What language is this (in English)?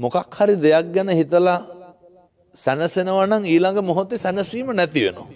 Sinhala